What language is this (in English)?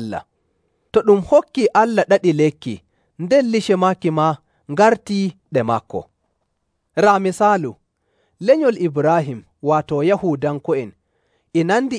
Nigerian Fulfulde